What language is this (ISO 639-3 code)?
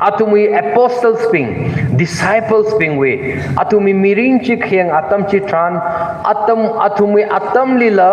nmf